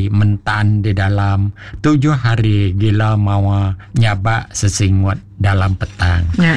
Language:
Iban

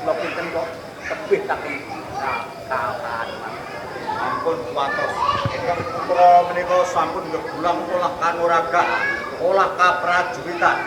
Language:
Javanese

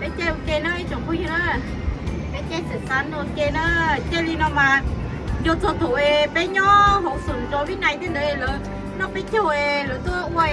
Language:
Hmong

